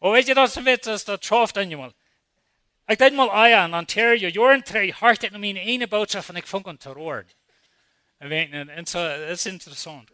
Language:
Plautdietsch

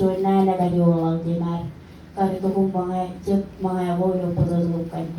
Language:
Marshallese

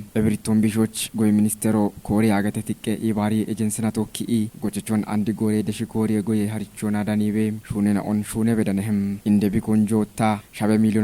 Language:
Kafa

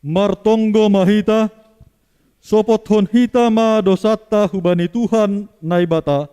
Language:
Batak Simalungun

